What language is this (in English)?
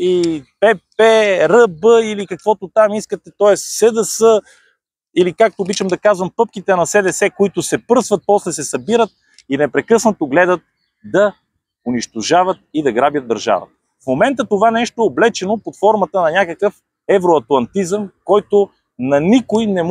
Bulgarian